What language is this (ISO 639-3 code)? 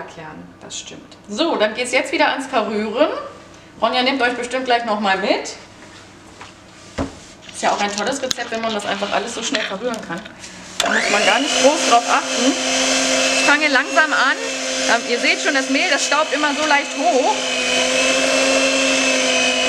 deu